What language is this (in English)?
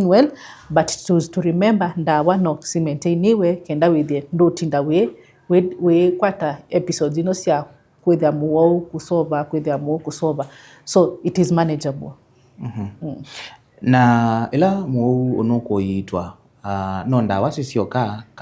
Kamba